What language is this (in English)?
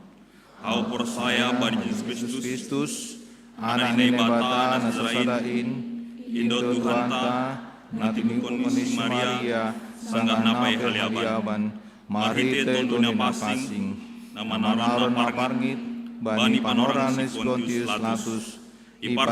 Batak Simalungun